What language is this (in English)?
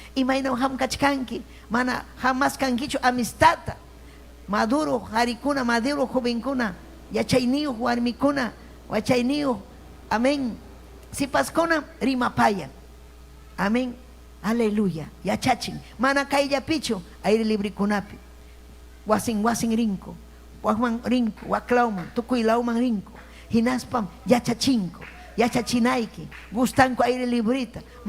Ayacucho Quechua